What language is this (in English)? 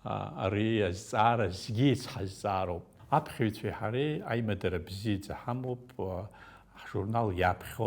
Abkhazian